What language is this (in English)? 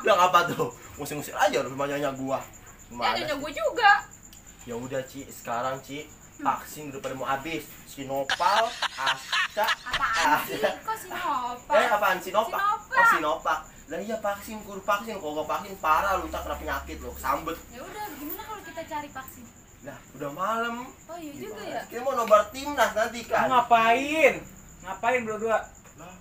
Betawi